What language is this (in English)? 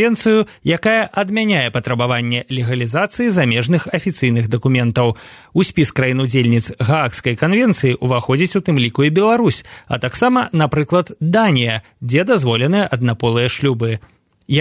Belarusian